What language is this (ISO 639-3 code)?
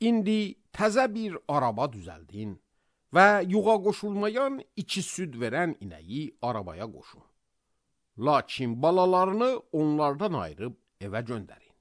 aze